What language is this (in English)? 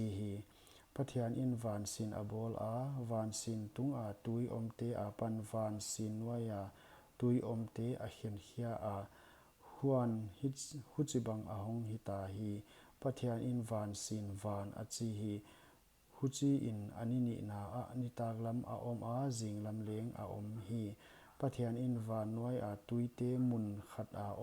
Paite Chin